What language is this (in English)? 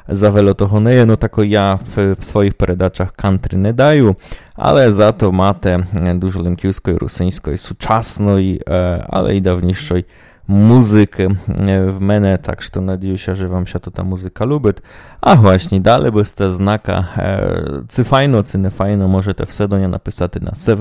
Rusyn